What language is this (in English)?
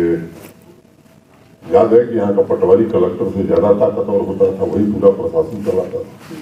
Hindi